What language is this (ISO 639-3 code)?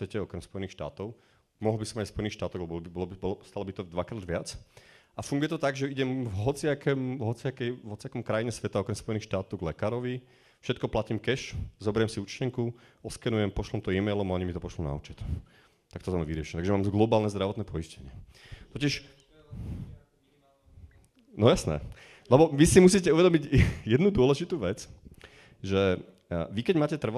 slk